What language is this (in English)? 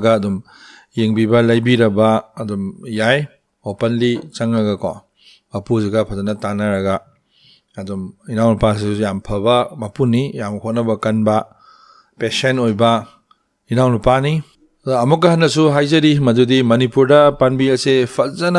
Manipuri